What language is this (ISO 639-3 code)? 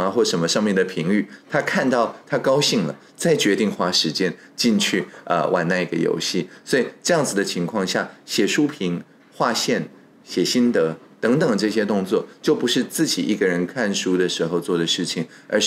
zho